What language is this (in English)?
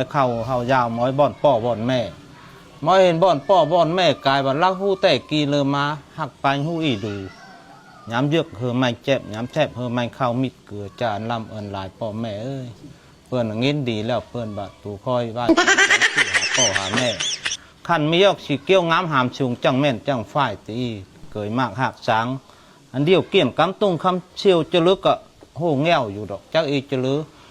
Lao